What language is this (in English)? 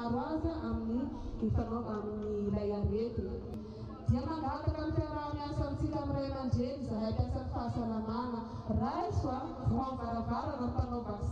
Malagasy